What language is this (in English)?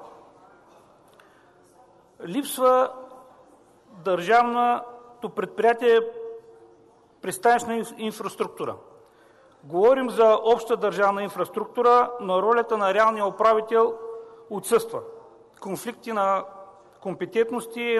Bulgarian